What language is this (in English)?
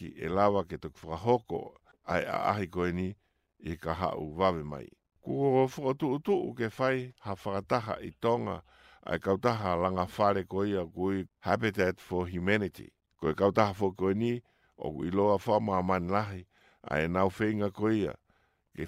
Tongan